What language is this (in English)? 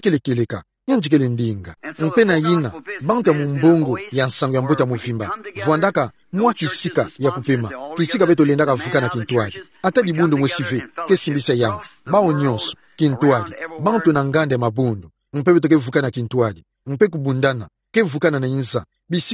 Kituba (Democratic Republic of Congo)